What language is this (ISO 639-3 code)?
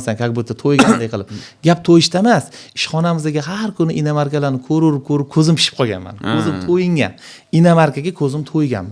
uzb